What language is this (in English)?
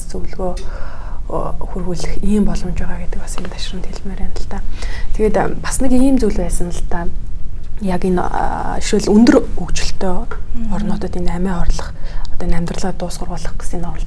Mongolian